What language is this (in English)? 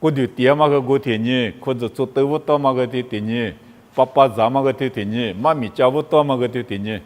Lisu